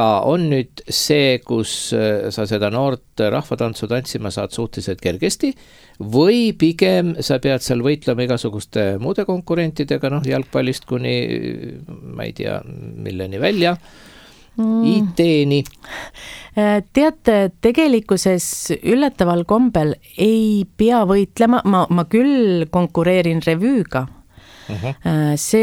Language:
Estonian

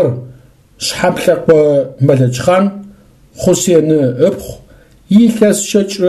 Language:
Adyghe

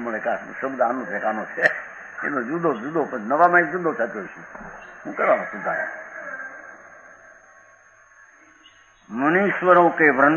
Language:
Gujarati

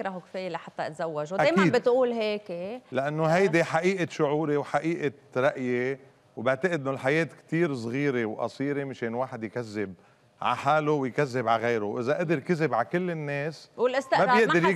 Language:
North Levantine Arabic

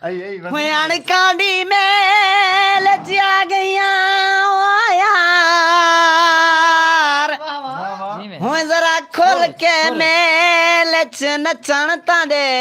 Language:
Saraiki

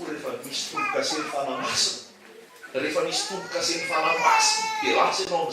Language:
Malagasy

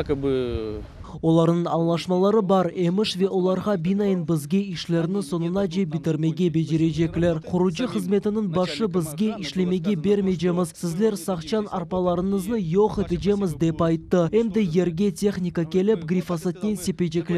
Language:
Crimean Tatar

